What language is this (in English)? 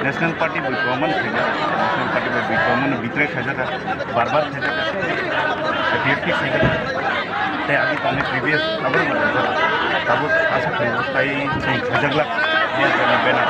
Kok Borok